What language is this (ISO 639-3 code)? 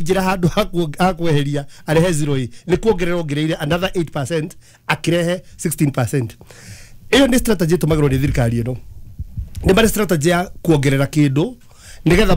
kik